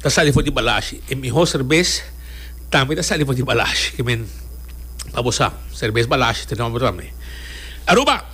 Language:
Papiamento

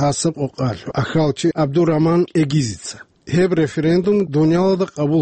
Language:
Avaric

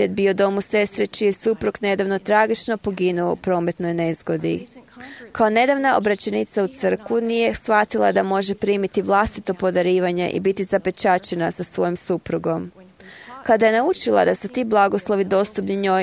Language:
Croatian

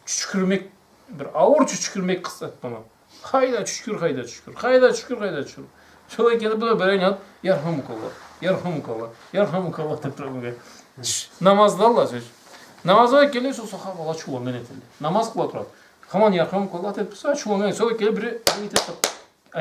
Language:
Karachay-Balkar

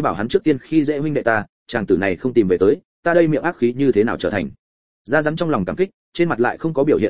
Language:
Vietnamese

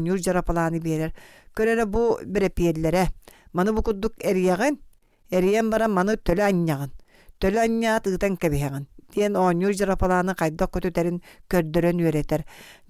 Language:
Yakut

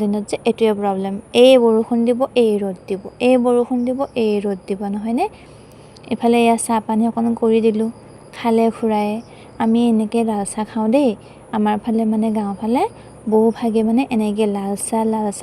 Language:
Assamese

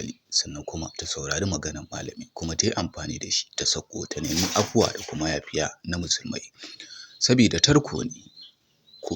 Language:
Hausa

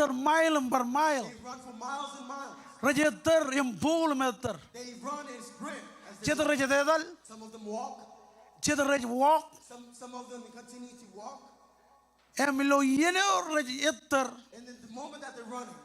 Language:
Marshallese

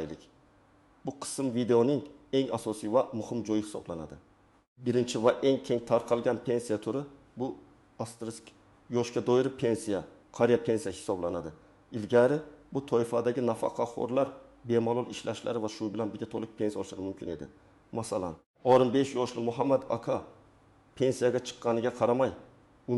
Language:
Uzbek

